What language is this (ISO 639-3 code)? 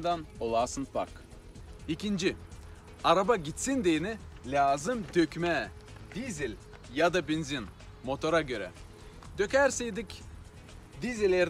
gag